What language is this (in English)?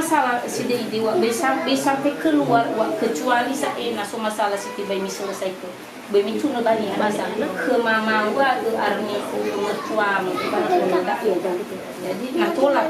Nias